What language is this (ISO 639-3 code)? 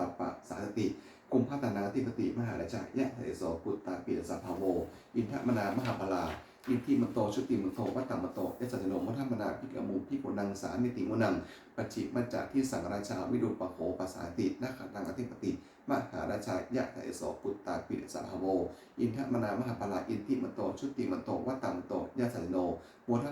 pli